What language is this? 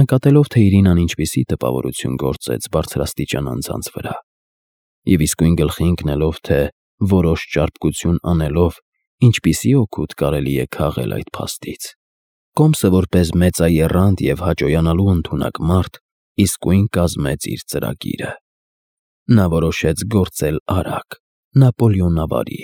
Armenian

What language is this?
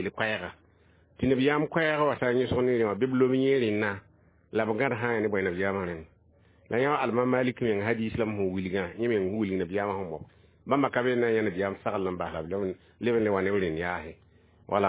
Mossi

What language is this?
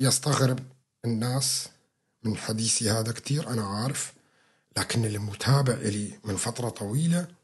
North Levantine Arabic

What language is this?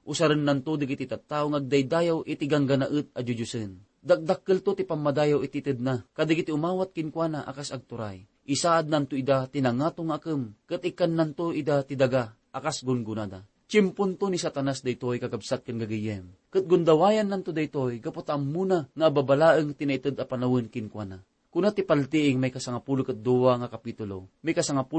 Iloko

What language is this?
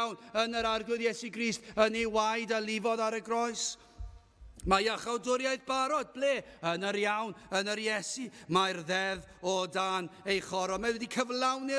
Welsh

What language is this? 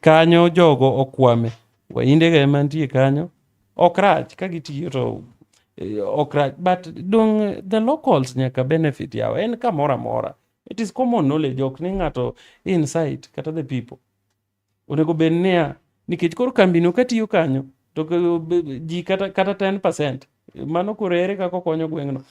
Luo (Kenya and Tanzania)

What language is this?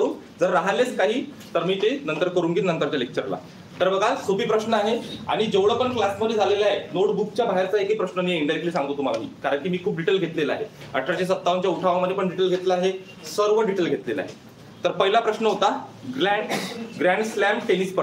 Marathi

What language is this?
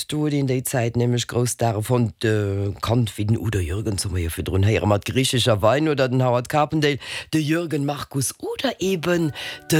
Luxembourgish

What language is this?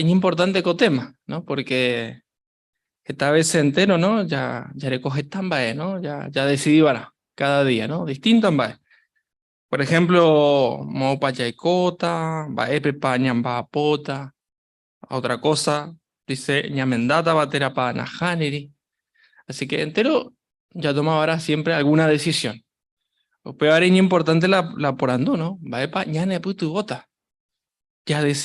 Guarani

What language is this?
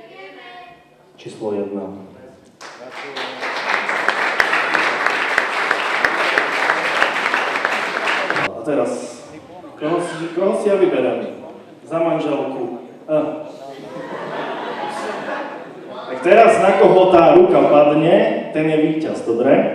Slovak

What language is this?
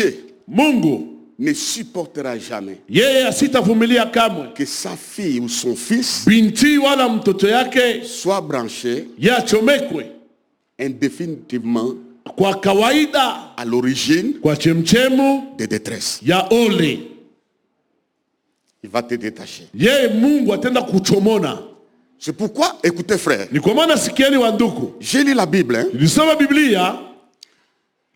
Swahili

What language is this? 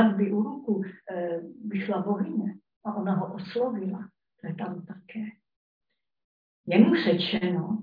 Czech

